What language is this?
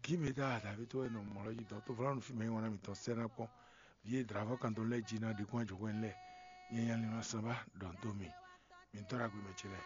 Fon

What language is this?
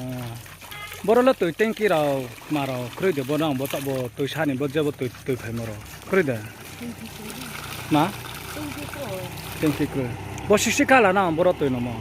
Riang (India)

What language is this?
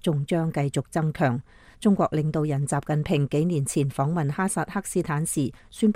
Cantonese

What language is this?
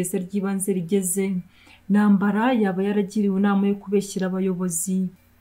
Kinyarwanda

